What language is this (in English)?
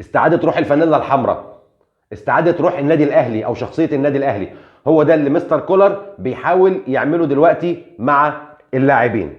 Egyptian Arabic